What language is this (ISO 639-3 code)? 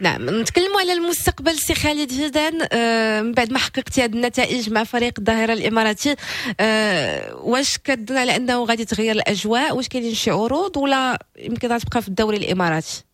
ary